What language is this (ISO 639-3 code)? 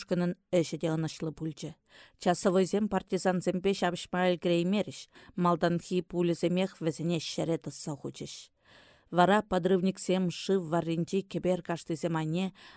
chv